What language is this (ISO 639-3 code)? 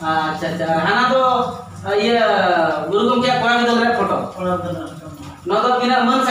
sat